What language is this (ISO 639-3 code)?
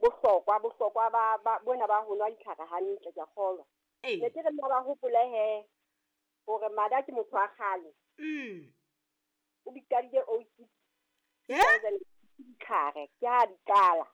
sot